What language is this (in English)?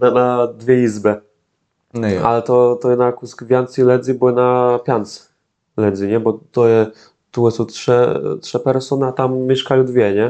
Kashubian